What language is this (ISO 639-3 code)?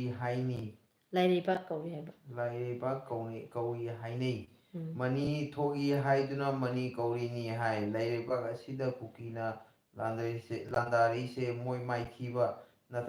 mni